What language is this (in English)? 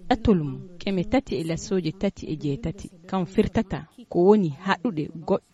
Nigerian Fulfulde